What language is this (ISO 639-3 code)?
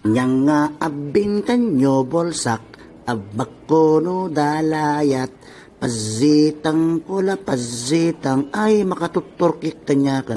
itv